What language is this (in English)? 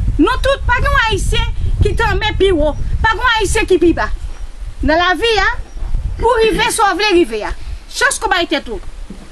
Haitian Creole